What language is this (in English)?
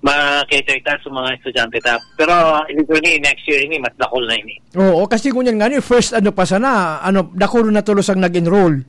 Bikol